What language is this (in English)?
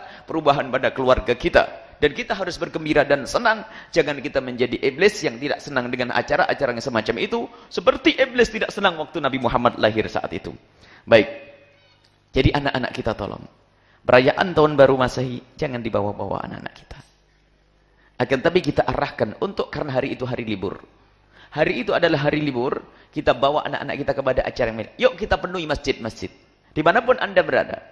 Indonesian